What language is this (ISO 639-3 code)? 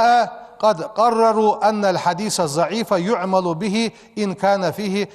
inh